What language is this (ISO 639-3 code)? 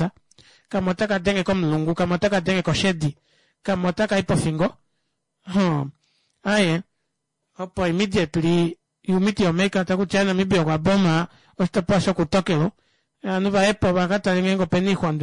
kua